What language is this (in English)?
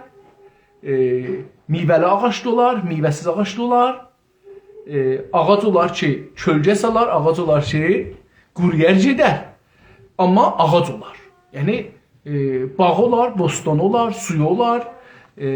South Azerbaijani